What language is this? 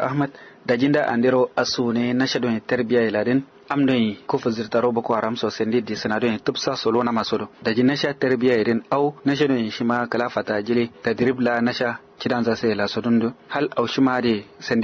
Kanuri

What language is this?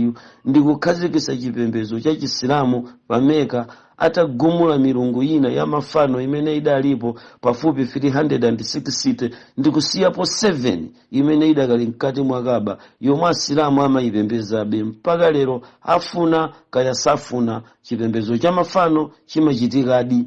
Nyanja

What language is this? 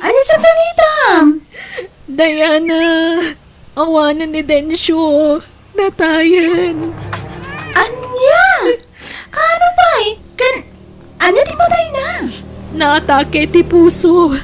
Iloko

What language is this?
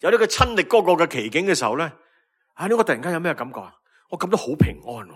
Cantonese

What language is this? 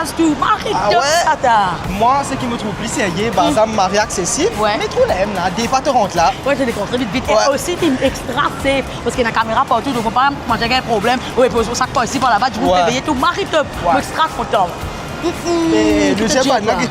Morisyen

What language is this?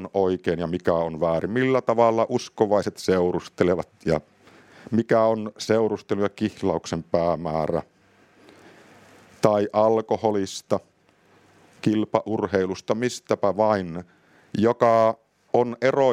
Finnish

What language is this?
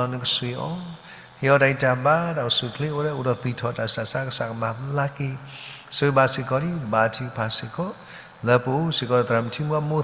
S'gaw Karen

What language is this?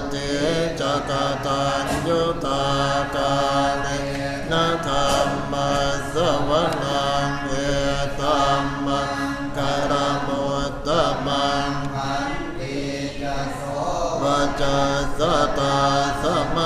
Pali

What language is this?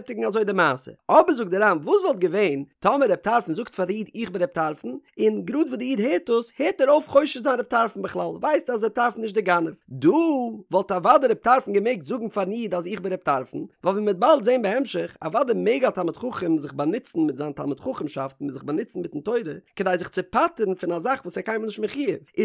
Yiddish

